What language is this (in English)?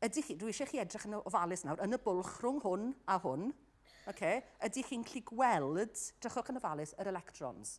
Welsh